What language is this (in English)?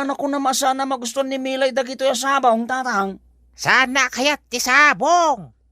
Iloko